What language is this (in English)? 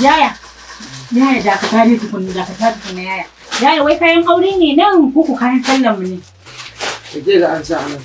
Hausa